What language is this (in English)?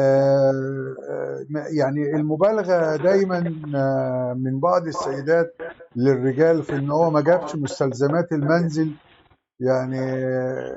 Egyptian Arabic